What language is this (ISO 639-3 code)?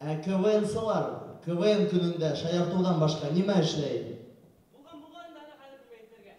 bak